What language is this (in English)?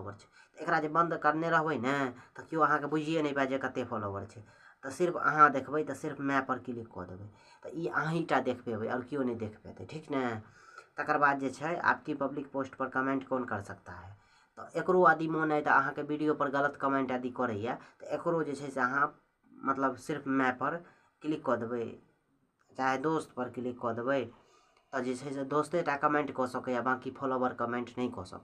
Maithili